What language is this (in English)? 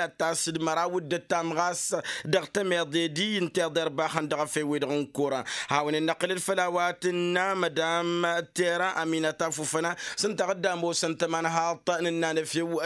Tamasheq